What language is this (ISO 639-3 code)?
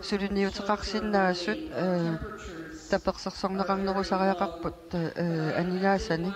kal